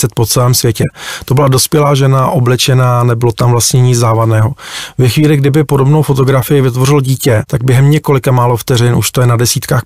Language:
Czech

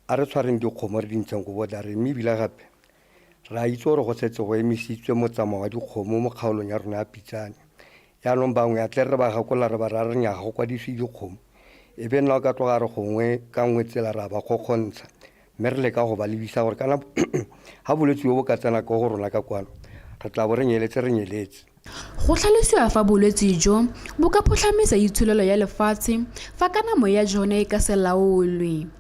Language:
Tswana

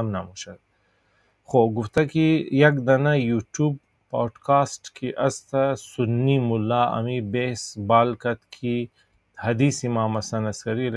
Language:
Persian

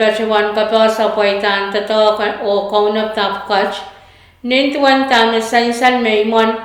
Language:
Pohnpeian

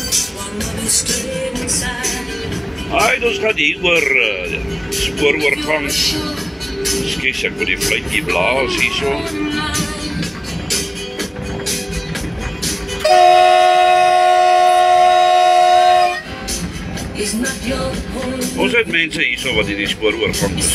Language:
Afrikaans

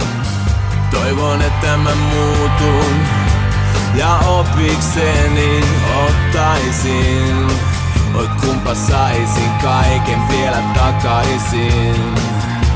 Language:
Finnish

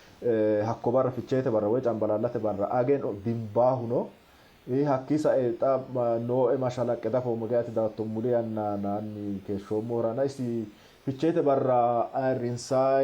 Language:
Sidamo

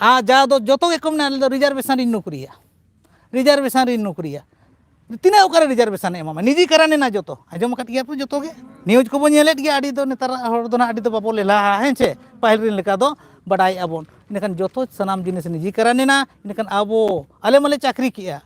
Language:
Santali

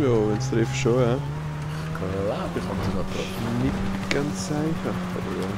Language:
Swiss German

